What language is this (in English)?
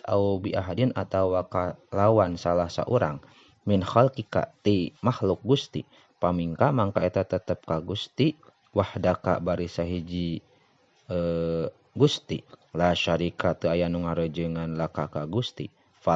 Sundanese